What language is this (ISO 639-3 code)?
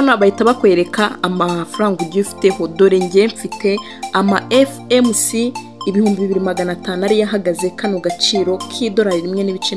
kin